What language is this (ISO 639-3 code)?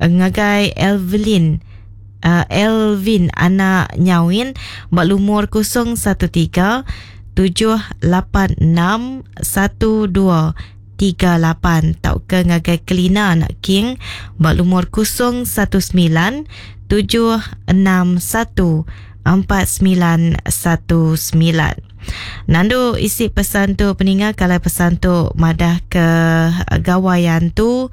iba